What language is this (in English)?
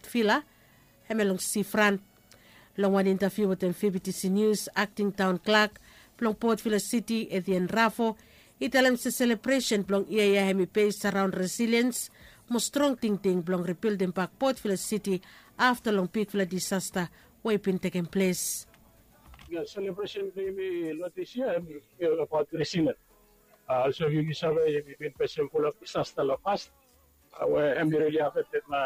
Bislama